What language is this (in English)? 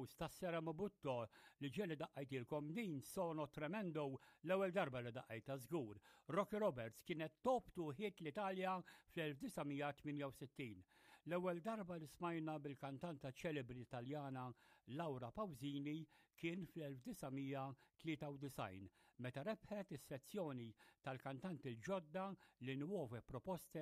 Maltese